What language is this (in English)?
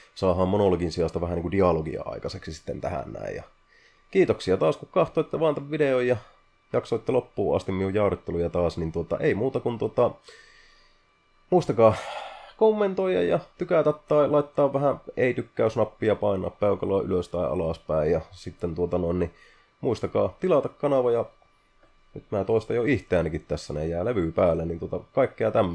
Finnish